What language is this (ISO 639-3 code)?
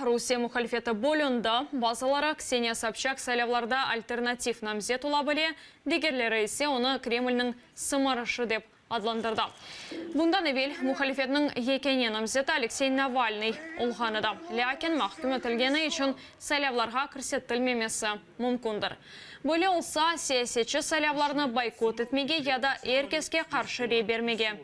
crh